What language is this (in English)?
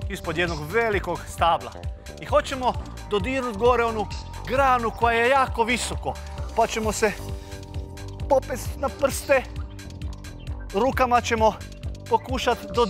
Croatian